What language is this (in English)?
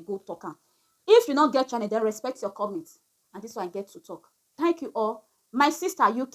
Nigerian Pidgin